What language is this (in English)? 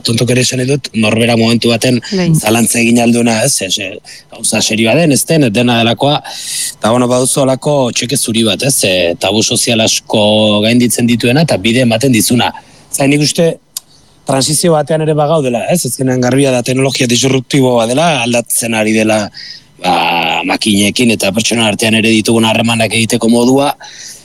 Basque